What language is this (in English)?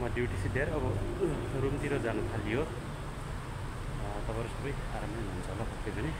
Nepali